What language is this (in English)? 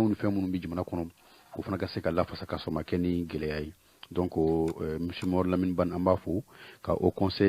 Bambara